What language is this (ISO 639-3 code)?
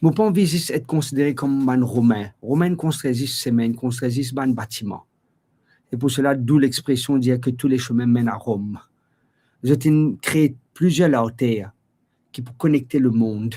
mfe